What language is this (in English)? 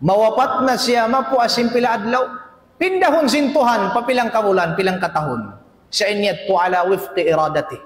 Tausug